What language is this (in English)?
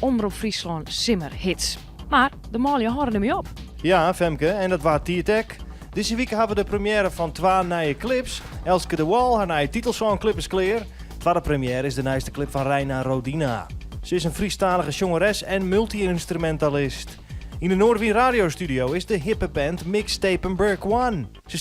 Western Frisian